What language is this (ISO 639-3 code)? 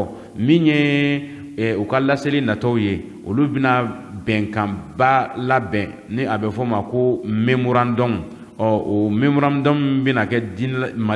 bam